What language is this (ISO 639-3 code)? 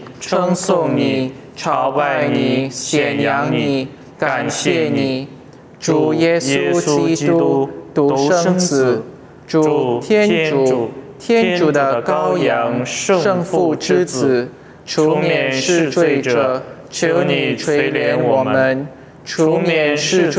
zho